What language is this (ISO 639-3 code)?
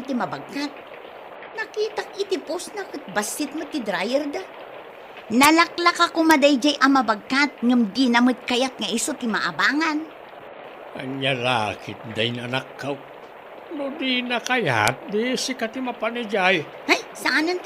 ilo